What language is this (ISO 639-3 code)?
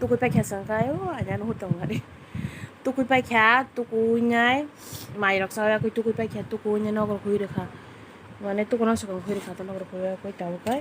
trp